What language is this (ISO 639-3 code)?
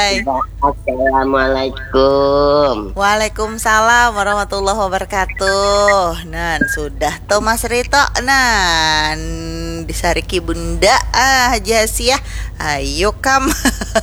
bjn